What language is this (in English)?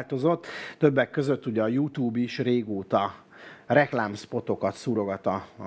Hungarian